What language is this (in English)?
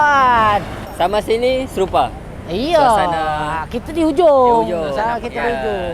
Banjar